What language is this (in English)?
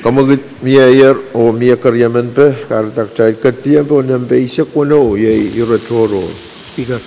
Pohnpeian